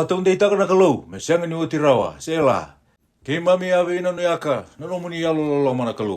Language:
Fijian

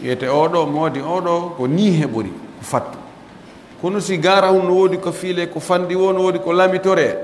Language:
Pular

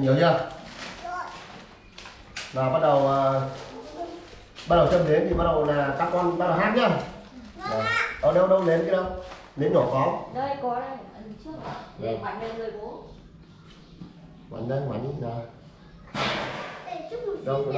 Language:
Vietnamese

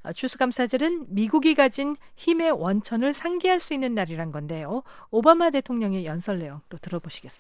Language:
Korean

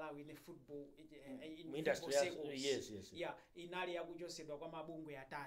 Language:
Nyanja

